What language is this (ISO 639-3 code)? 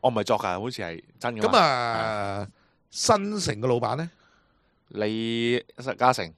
yue